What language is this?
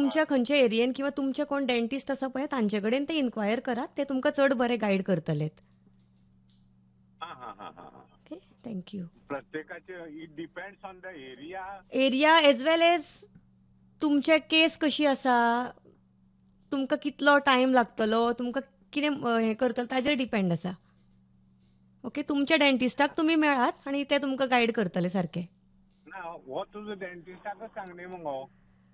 Konkani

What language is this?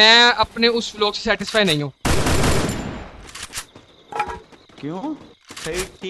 Hindi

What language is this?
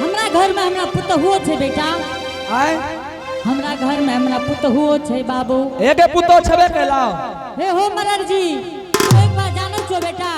Angika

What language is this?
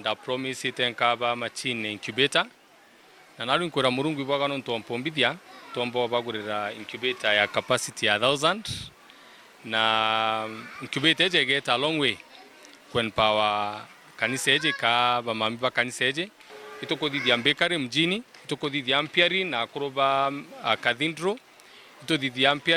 Meru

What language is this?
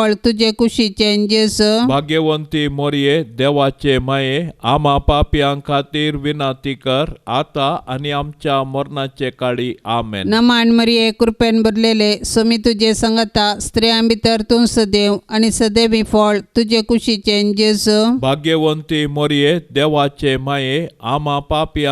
Konkani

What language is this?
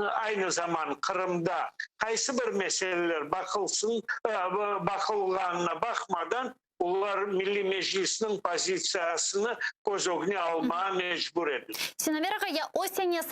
Crimean Tatar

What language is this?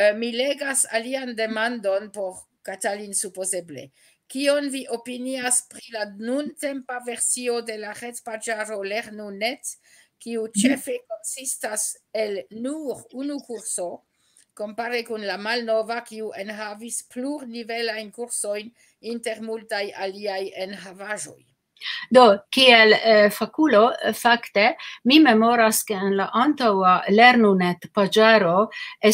Esperanto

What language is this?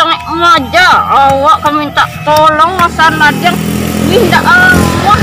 Minangkabau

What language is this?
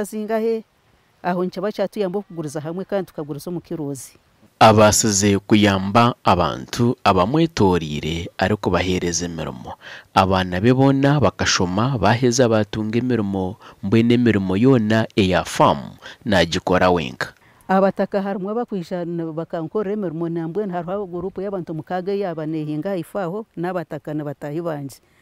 Nyankole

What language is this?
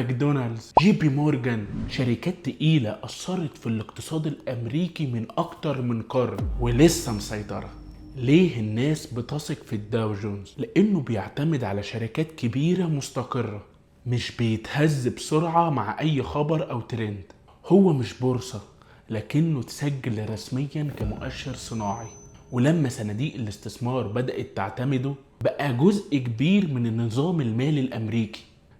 Egyptian Arabic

